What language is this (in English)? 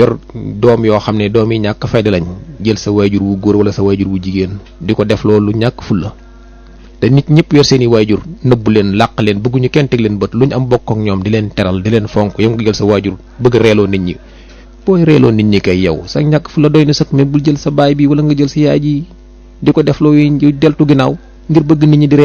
Wolof